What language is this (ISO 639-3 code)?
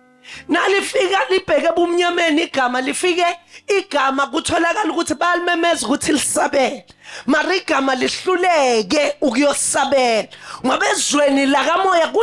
zul